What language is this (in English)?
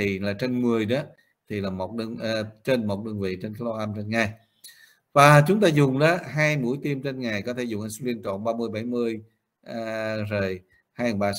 Vietnamese